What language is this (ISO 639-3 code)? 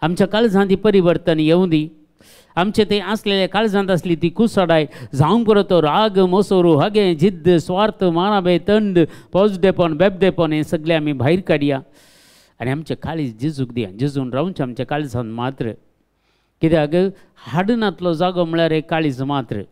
kok